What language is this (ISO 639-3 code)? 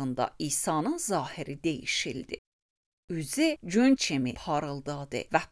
aze